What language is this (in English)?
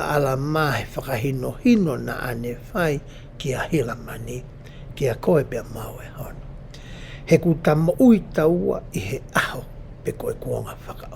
Tongan